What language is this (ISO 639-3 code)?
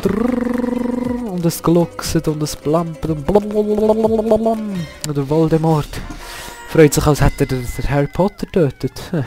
gsw